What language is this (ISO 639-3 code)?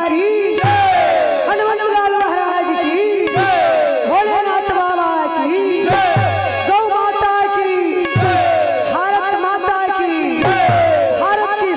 hne